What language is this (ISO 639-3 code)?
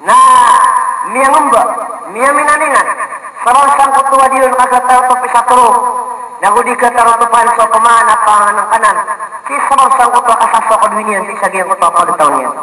mrw